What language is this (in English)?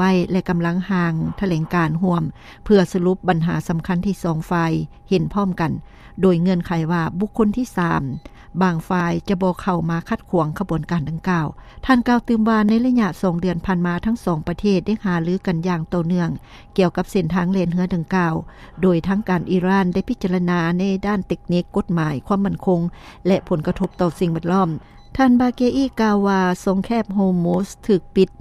Lao